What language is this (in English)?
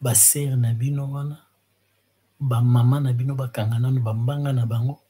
Lingala